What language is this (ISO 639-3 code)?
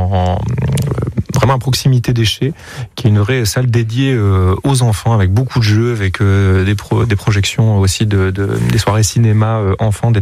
fra